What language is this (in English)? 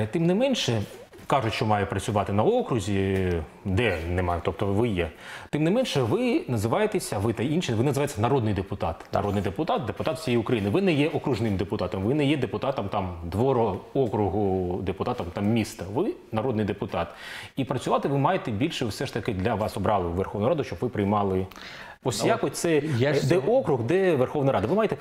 Ukrainian